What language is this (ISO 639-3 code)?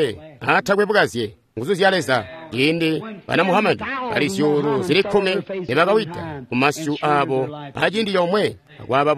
toi